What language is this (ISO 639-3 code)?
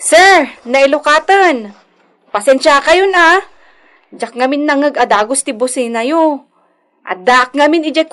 ilo